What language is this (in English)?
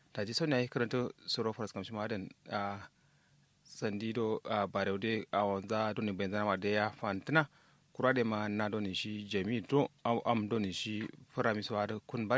Kanuri